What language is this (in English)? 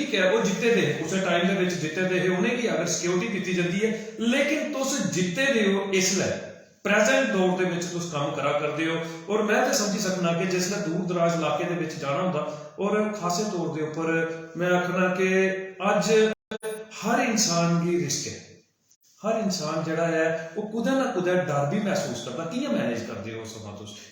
Dogri